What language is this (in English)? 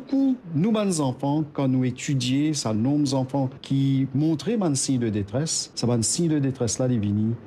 Morisyen